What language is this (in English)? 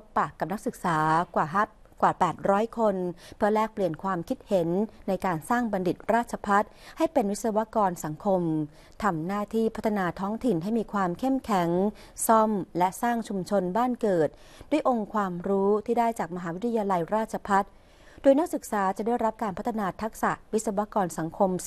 Thai